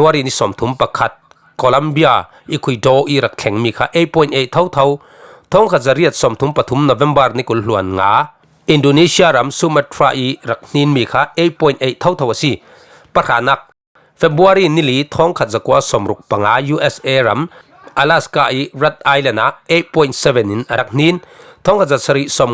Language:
Falam Chin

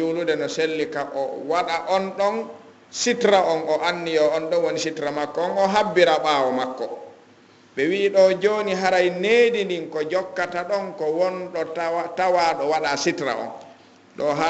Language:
Fula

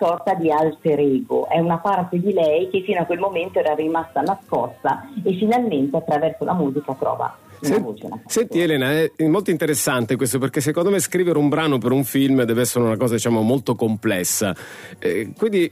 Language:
Italian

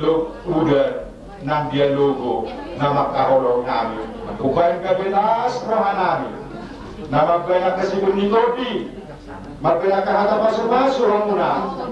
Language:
Batak Toba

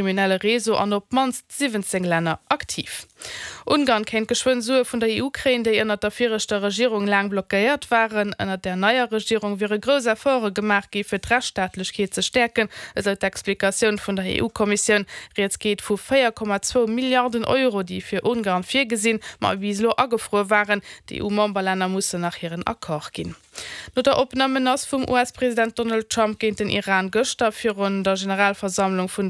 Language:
Luxembourgish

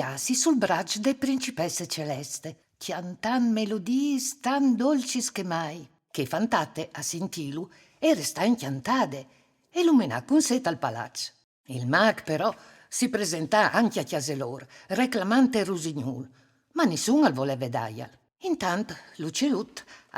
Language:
Friulian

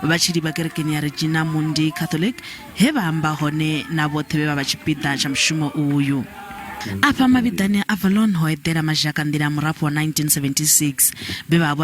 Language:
Venda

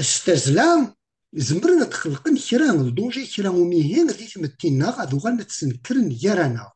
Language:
Kabyle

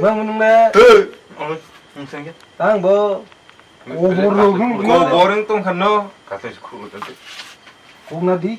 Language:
Kok Borok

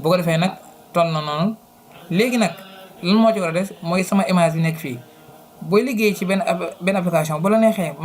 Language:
Wolof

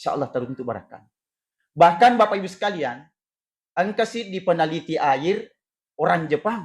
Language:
Buginese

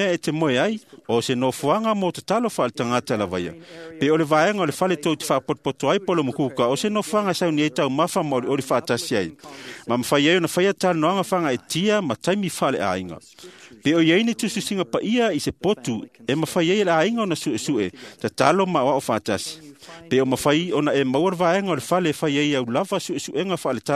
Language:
Samoan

